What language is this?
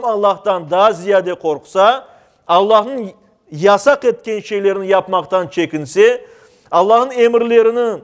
Crimean Tatar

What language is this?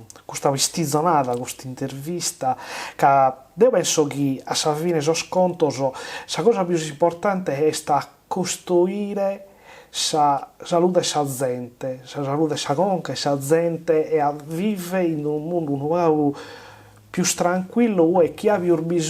Sardinian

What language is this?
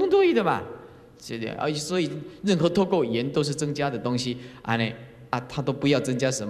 Chinese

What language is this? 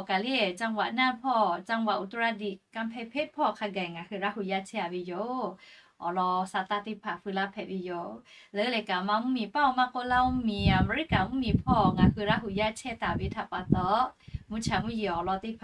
Lahu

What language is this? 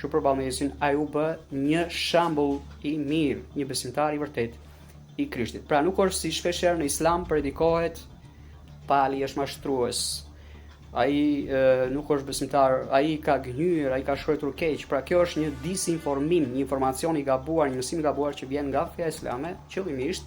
Albanian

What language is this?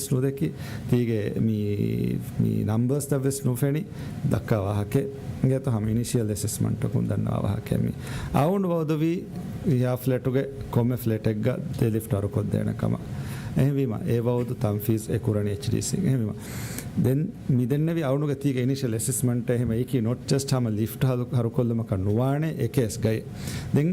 Divehi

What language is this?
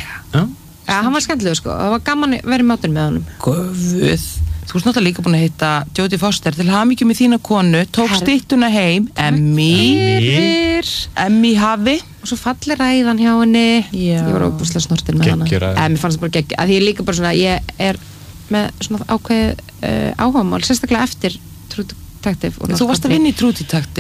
Icelandic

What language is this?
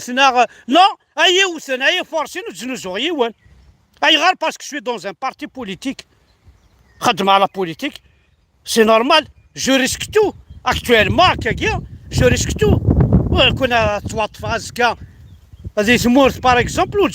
Kabyle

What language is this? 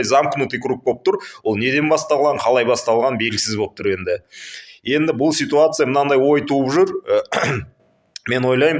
Kazakh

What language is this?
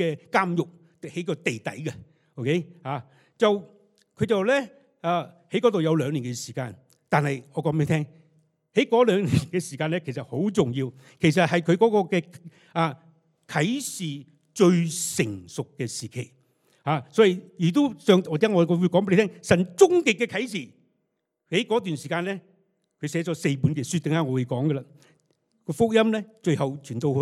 Cantonese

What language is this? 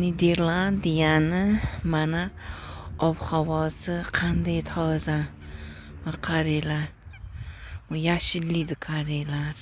Uzbek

